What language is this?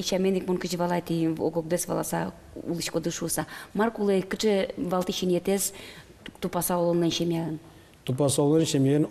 Udmurt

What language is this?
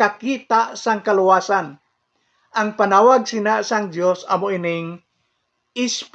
Hiligaynon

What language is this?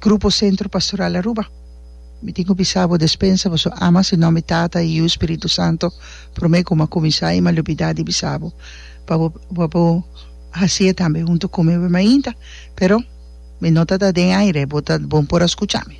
Papiamento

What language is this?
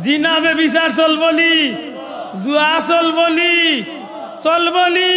Sylheti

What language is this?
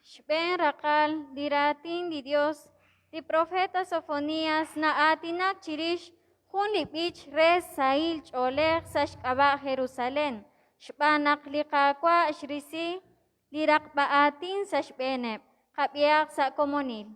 Kekchí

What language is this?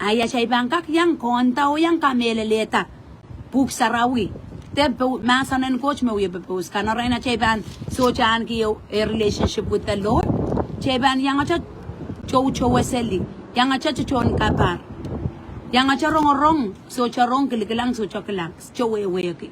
Pohnpeian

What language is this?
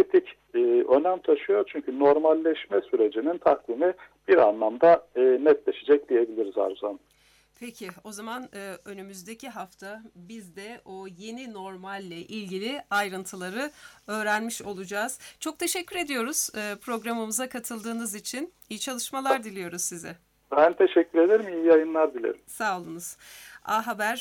Turkish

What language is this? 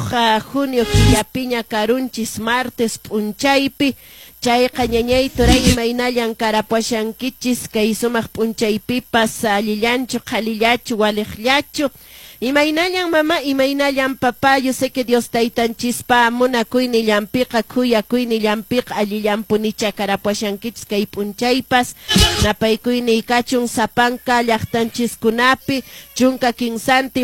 Quechua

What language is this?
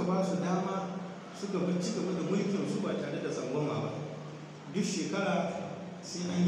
Hausa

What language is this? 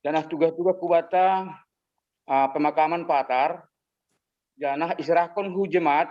Batak Simalungun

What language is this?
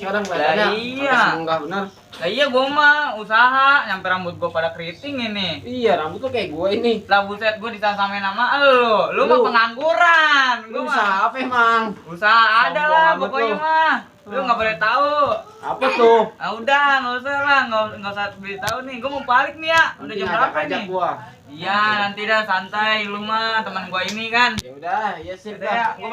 Betawi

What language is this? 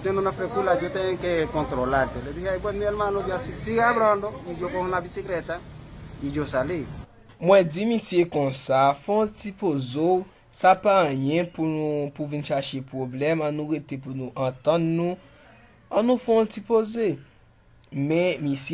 Haitian Creole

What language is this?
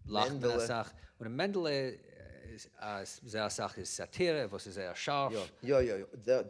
Yiddish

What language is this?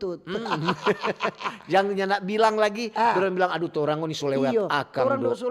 Manado Malay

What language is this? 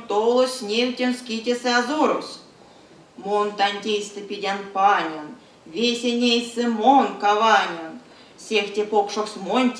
Erzya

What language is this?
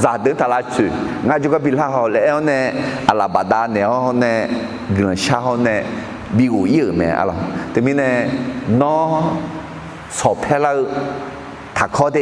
Akha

